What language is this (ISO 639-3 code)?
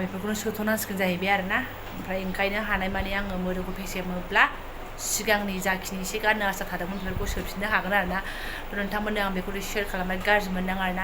brx